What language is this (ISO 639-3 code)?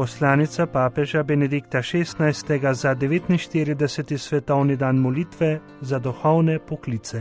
slv